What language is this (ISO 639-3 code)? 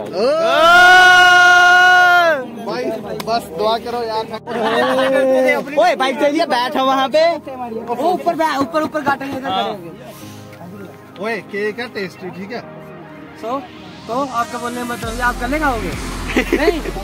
hin